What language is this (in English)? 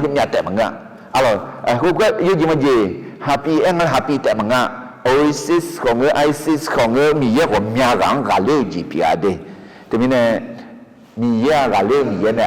Akha